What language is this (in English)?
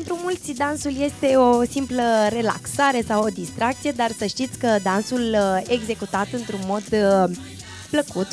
Romanian